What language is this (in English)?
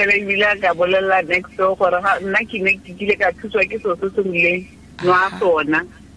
Tswana